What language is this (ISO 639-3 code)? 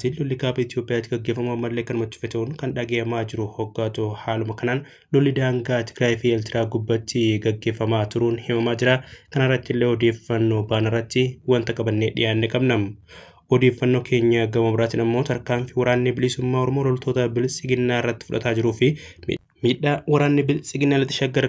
orm